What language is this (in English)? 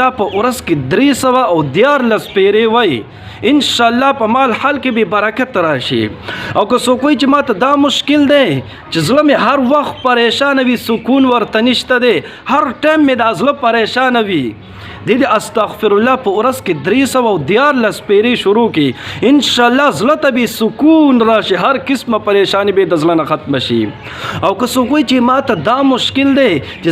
Pashto